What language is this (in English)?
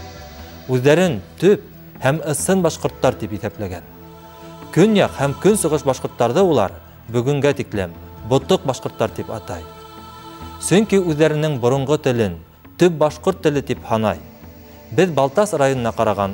Bashkir